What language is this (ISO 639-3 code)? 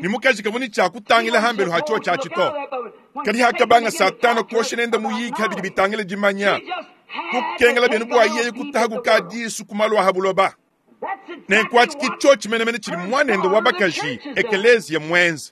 lua